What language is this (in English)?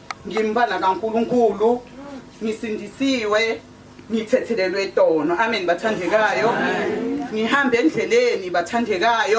Zulu